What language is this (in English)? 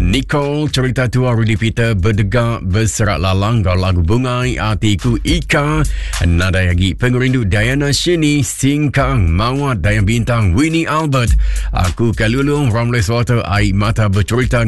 Iban